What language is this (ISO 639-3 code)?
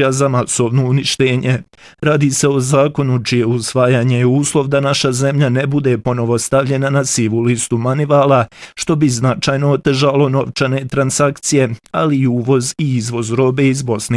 bos